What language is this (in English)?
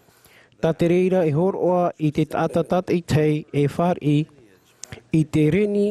Tahitian